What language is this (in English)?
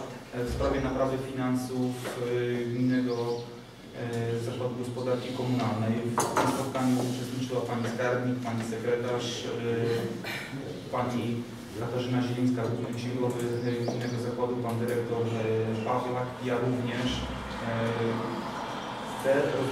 Polish